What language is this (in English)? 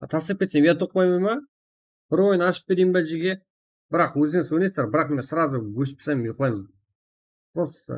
Kara-Kalpak